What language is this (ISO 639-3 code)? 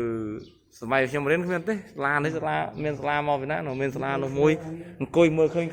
khm